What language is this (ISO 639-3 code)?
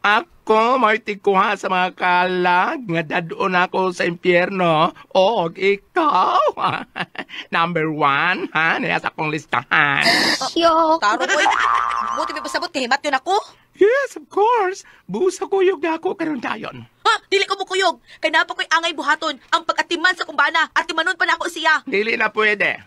ceb